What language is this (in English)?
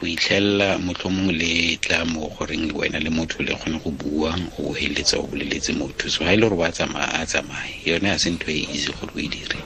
Tswana